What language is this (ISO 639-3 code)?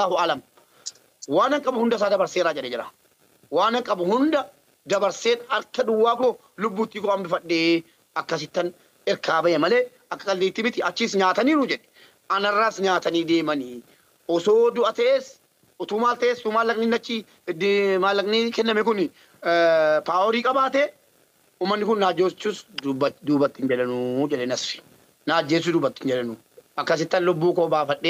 orm